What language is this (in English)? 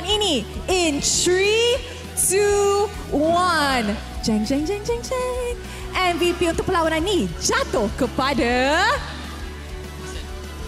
Malay